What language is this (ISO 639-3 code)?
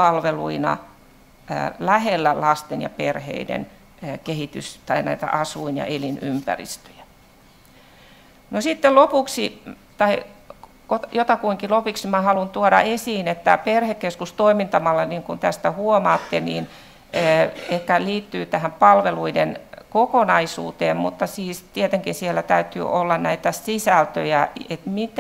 fin